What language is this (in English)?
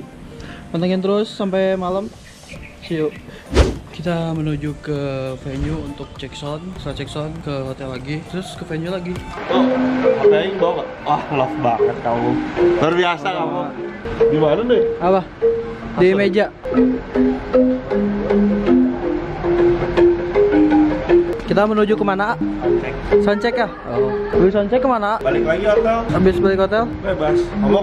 Indonesian